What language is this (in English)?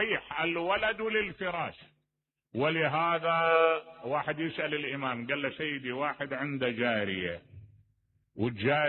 Mesopotamian Arabic